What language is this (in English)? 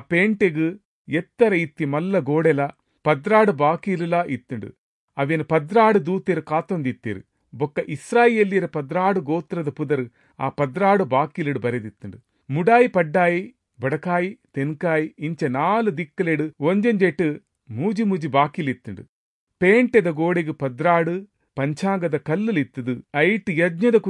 Tulu